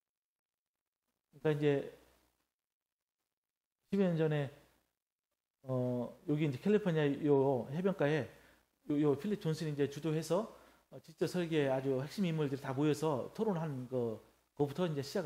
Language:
Korean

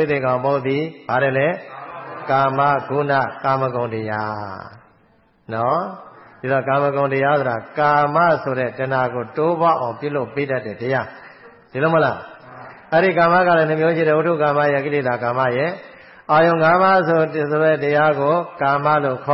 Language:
Burmese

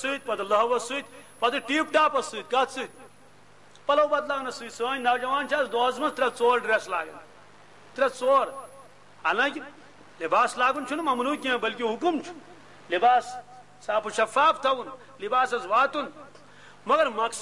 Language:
Kashmiri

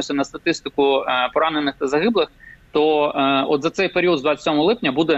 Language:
Ukrainian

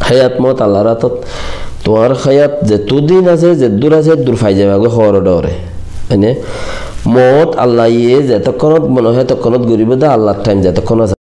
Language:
Rohingya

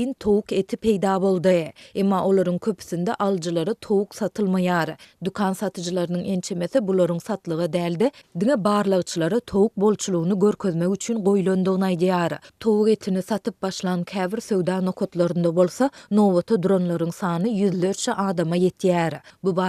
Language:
Turkmen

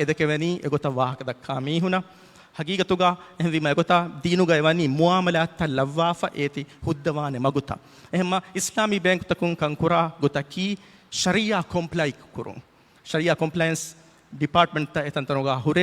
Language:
Divehi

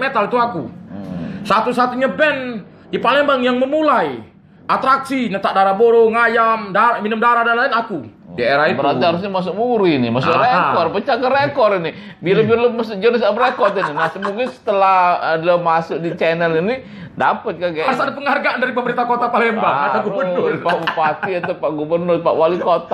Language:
Musi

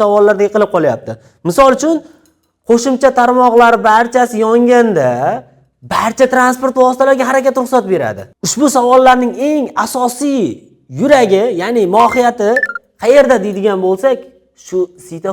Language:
Uzbek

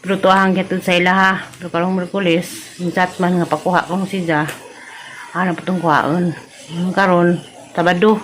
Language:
Cebuano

